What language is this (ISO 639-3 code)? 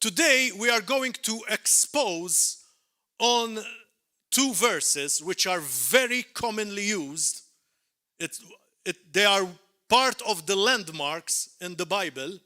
eng